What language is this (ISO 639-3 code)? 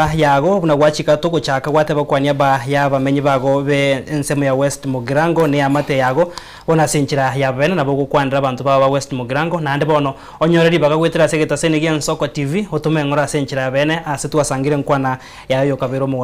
guz